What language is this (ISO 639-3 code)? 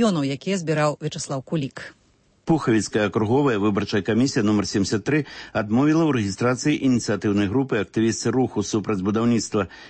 bel